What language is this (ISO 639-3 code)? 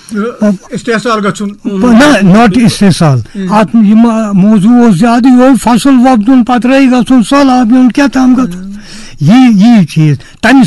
kas